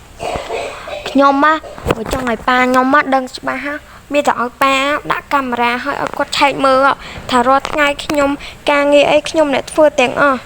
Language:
Khmer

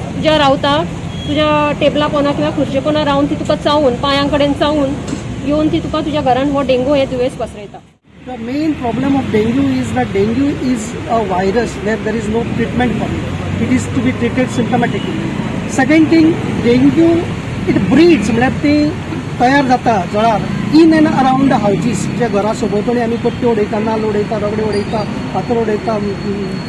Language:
Konkani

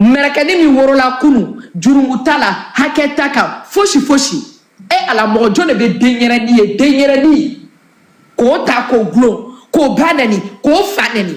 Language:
Bambara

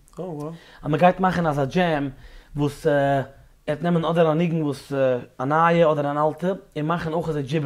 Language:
Yiddish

